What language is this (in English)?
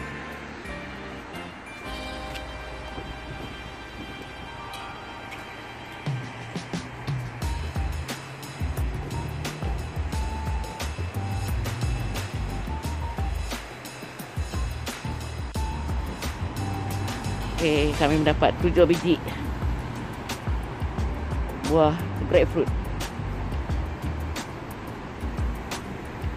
Malay